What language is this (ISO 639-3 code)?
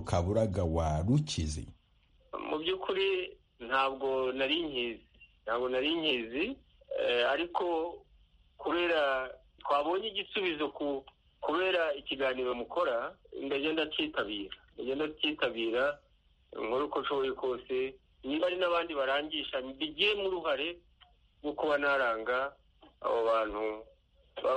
kin